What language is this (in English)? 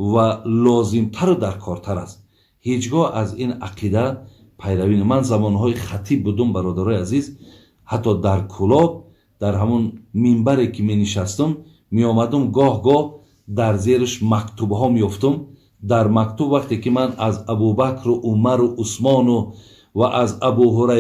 Tajik